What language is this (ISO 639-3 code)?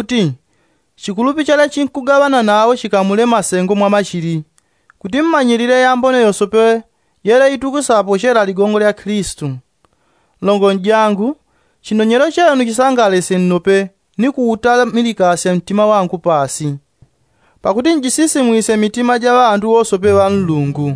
yao